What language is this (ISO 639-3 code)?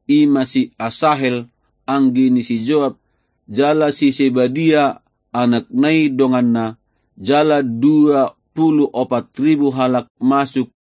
bbc